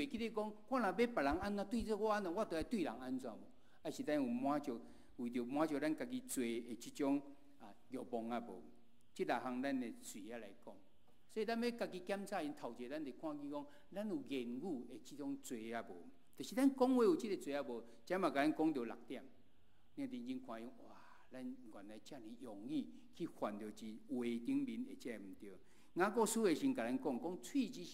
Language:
Min Nan Chinese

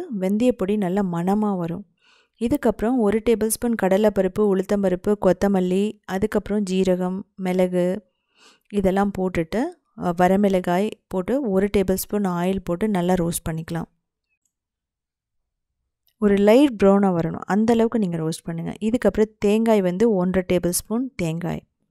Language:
Tamil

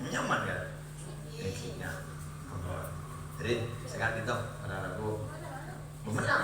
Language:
Madurese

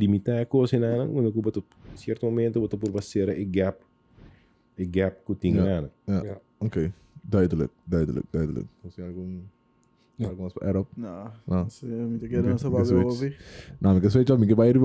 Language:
Papiamento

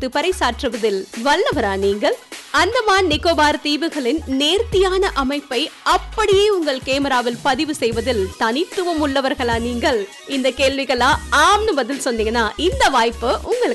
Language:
Tamil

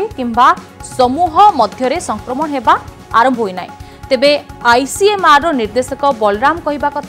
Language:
Odia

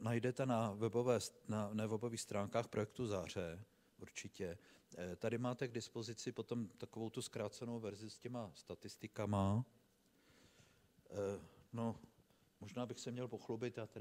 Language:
Czech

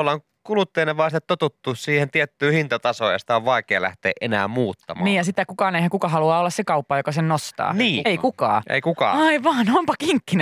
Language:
Finnish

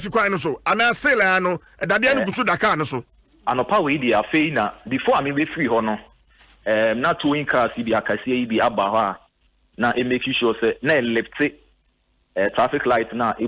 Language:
Akan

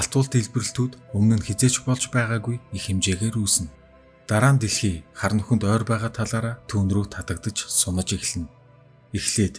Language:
Mongolian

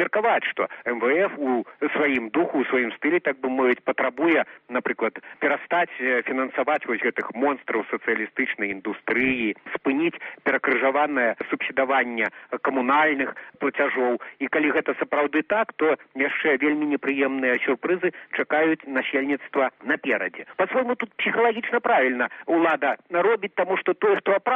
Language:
Belarusian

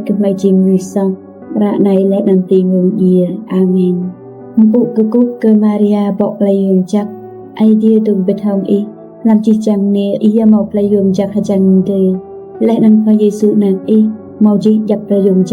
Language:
Rade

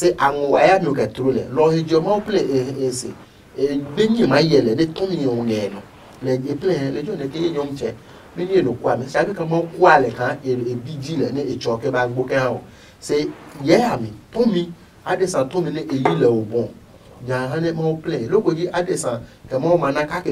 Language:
Adangme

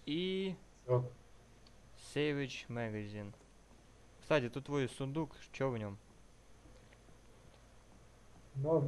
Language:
Russian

